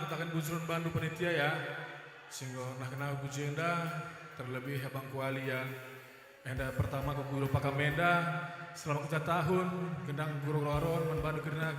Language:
Batak Karo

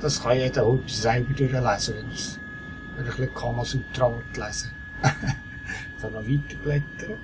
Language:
Swiss German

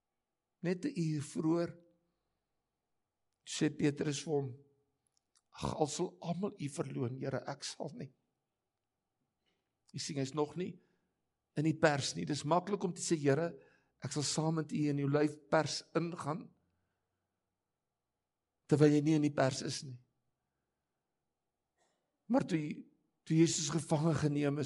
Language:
Afrikaans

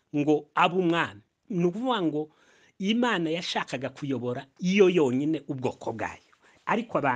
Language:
Kinyarwanda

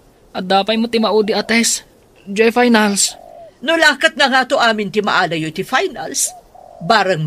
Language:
Iloko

